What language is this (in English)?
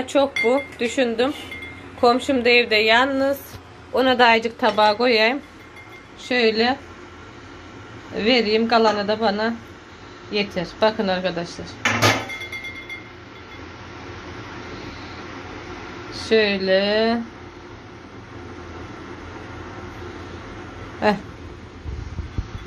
Turkish